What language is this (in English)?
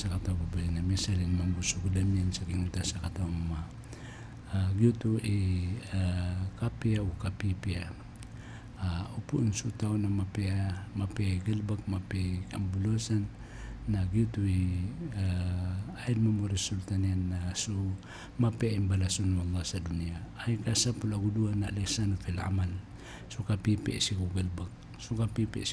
Maranao